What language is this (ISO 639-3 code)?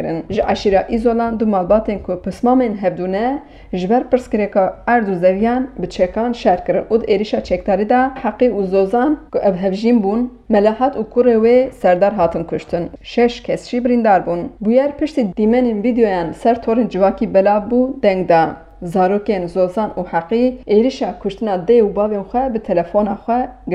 kur